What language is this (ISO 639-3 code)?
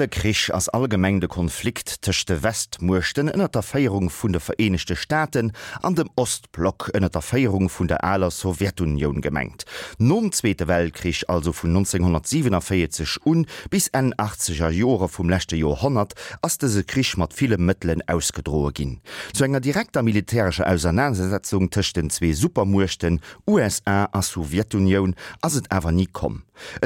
ltz